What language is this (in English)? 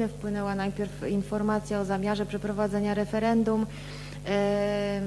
Polish